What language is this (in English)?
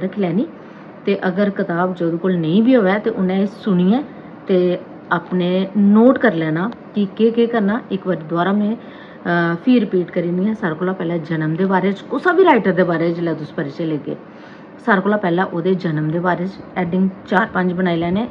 Dogri